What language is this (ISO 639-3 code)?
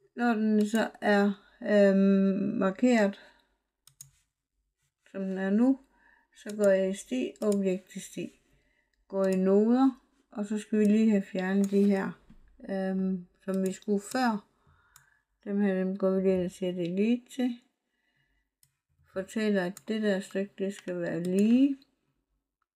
dan